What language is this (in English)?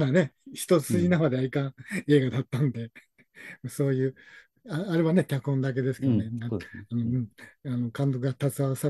Japanese